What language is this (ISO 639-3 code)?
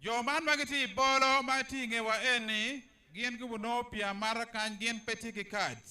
ach